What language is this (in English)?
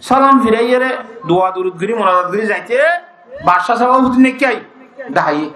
Rohingya